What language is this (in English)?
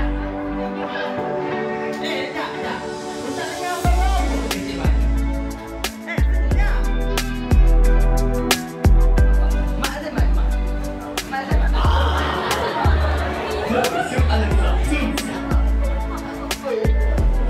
Malay